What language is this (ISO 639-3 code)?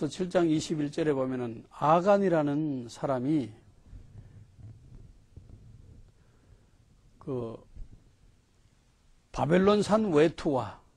kor